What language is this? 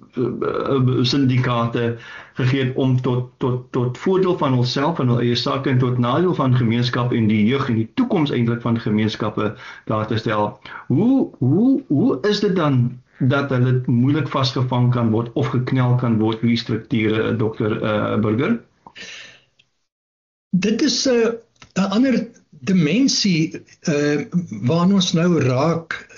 Afrikaans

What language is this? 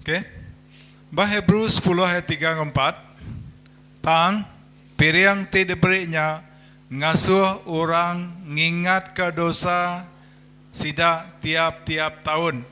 Iban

